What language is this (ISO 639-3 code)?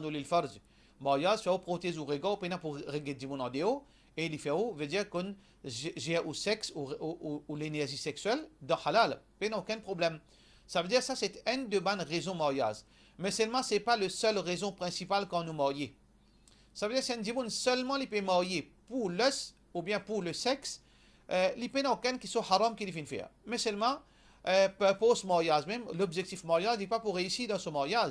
mfe